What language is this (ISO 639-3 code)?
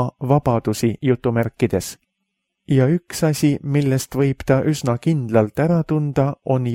est